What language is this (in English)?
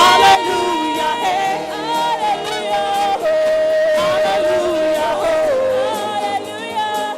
Ewe